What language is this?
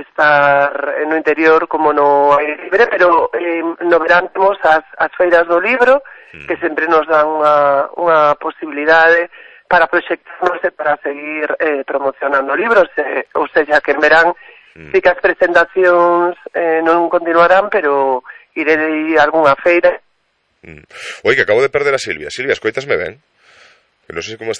Galician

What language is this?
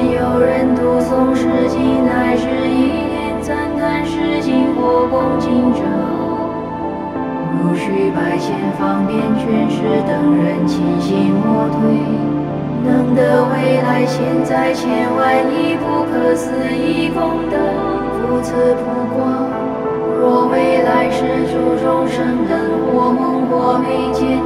Chinese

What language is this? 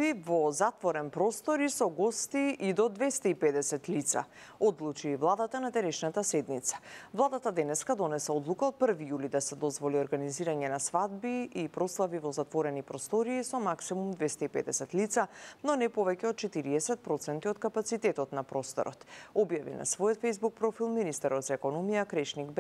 Macedonian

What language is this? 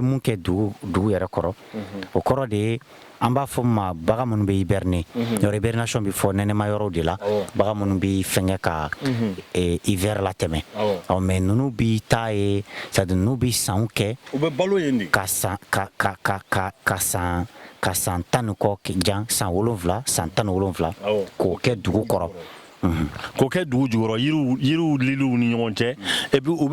Bambara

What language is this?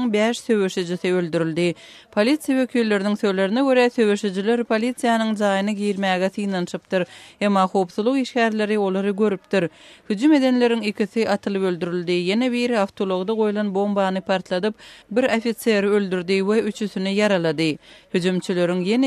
Turkmen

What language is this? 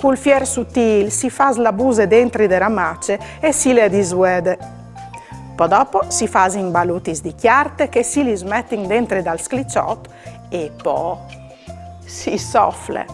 Friulian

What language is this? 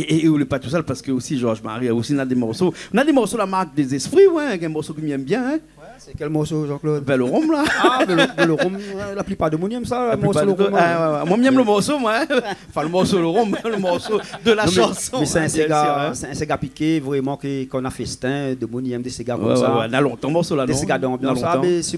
Réunion Creole French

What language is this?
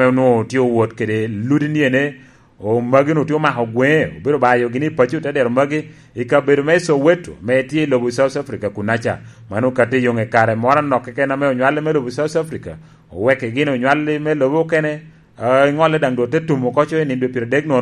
Lango (Uganda)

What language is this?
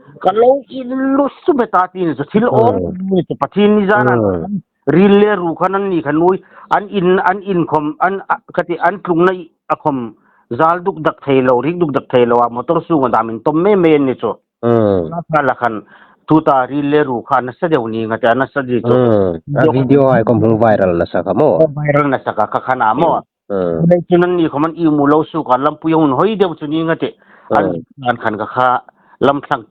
Hmar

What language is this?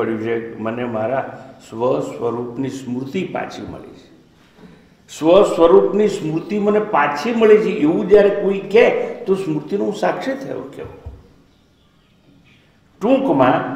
Gujarati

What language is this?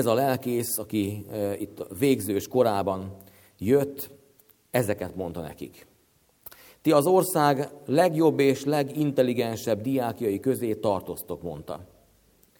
Hungarian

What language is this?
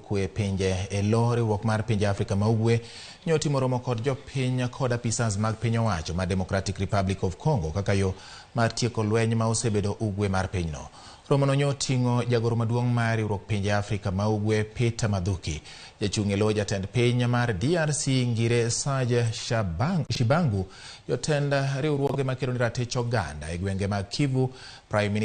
Luo (Kenya and Tanzania)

